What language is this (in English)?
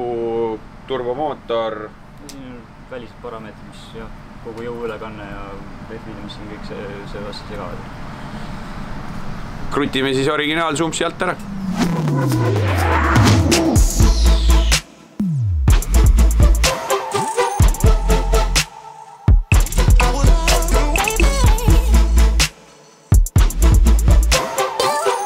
Estonian